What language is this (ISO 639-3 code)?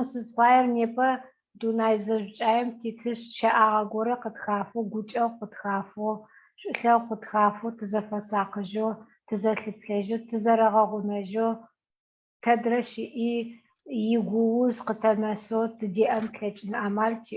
ady